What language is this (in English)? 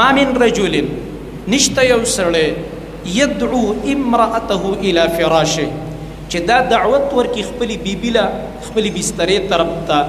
Pashto